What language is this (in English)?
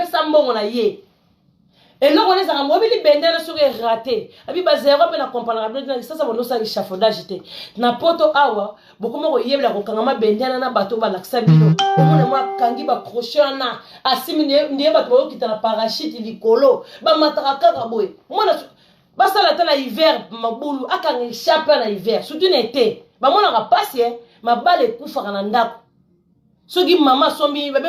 Lingala